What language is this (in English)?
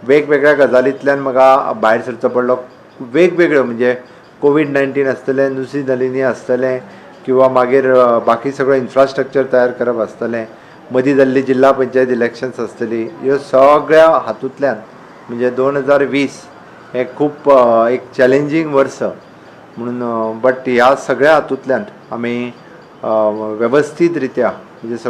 Konkani